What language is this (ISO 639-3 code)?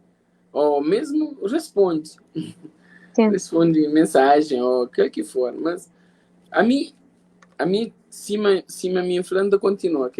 kea